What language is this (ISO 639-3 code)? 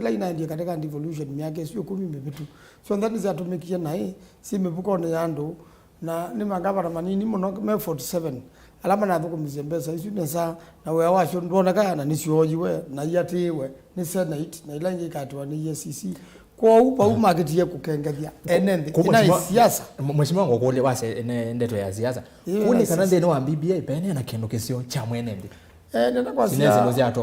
kam